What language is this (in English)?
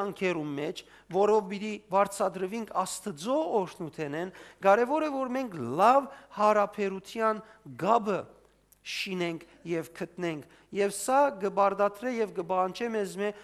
Western Armenian